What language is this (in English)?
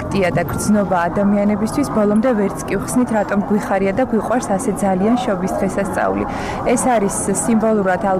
Georgian